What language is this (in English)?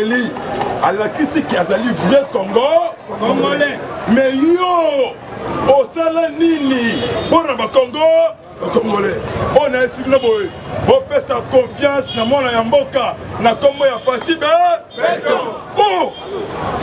Lingala